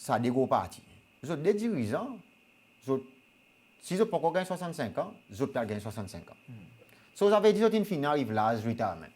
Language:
Seselwa Creole French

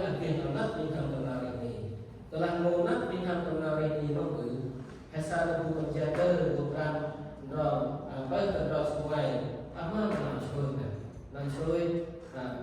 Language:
Central Mnong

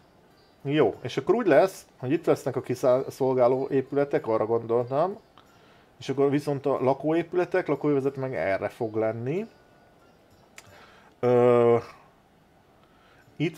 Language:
Hungarian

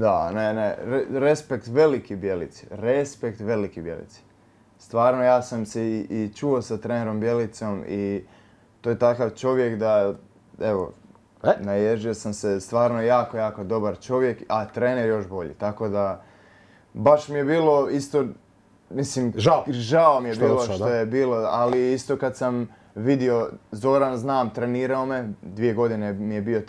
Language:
Croatian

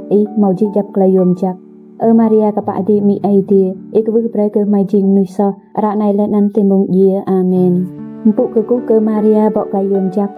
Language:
Rade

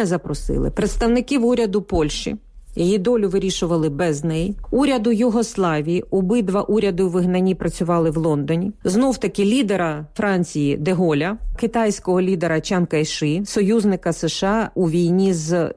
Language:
Ukrainian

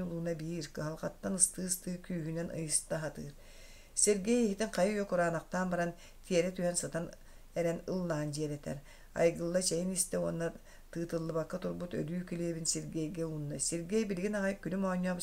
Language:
Yakut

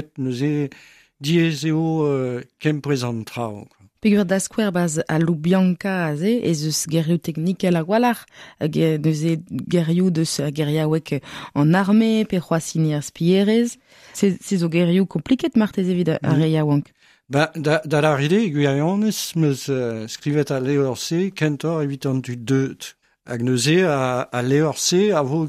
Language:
Breton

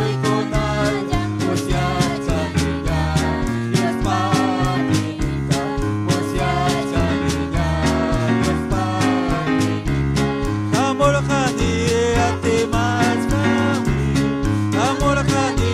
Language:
Ayacucho Quechua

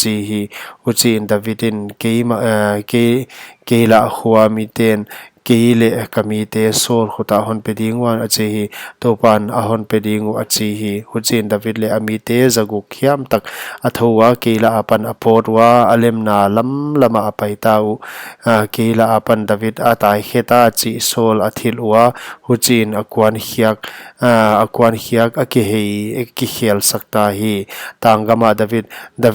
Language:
Paite Chin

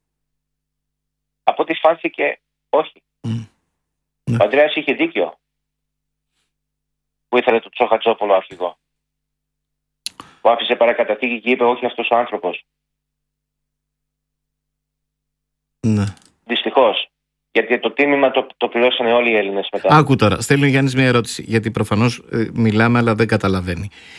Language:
Greek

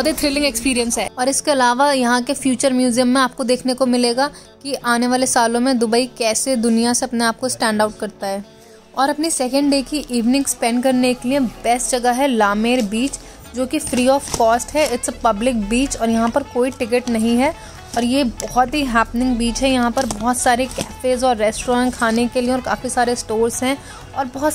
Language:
Hindi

